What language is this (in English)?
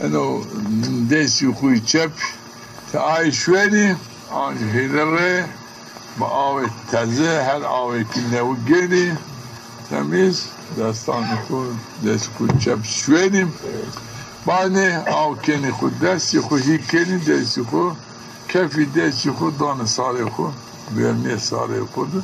Zaza